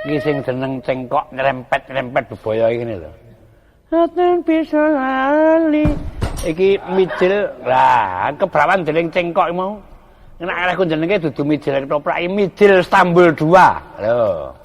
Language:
Javanese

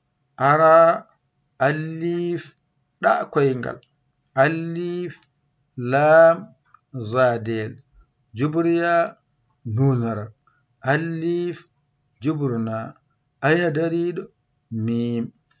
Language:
Fula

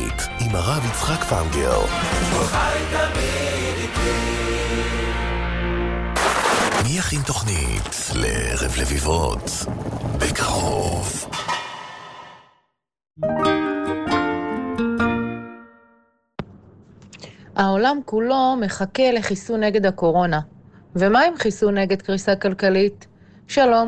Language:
Hebrew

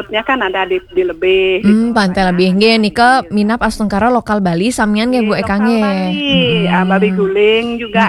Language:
Balinese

